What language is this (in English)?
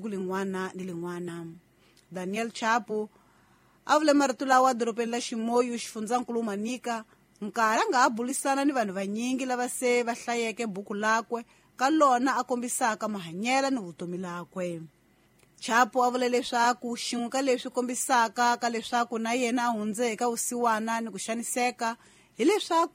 Tsonga